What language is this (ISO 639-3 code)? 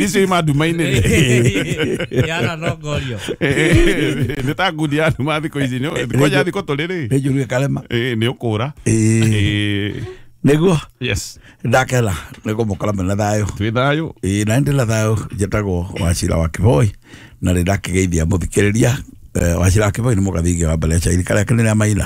kik